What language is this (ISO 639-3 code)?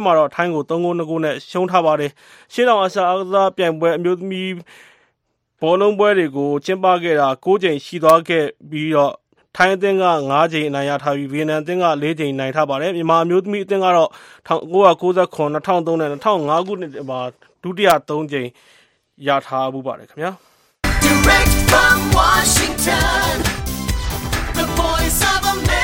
mya